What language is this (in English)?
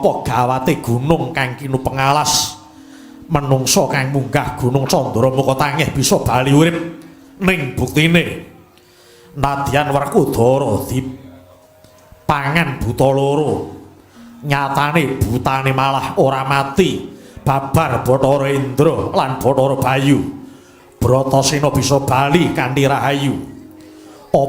Javanese